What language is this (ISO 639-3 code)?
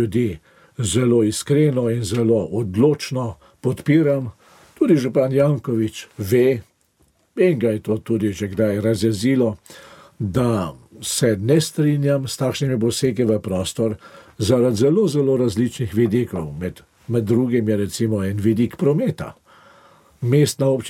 slv